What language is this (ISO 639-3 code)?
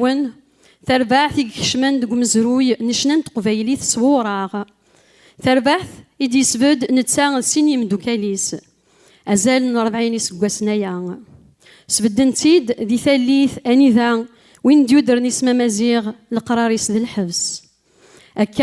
kab